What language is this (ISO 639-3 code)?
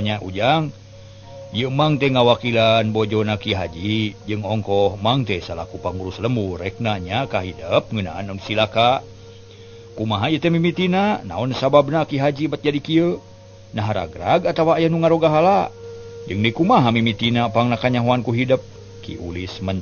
sun